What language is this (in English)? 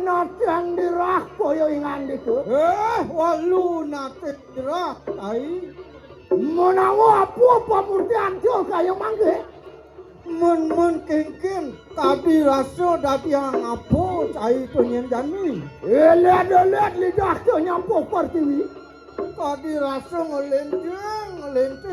Balinese